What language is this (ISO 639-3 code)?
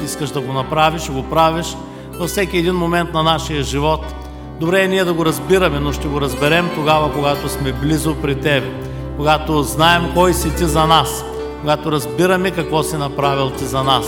bul